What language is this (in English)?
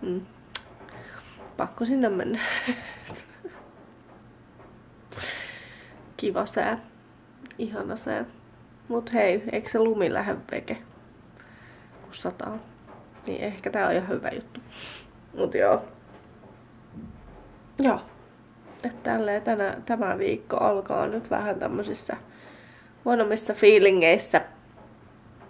Finnish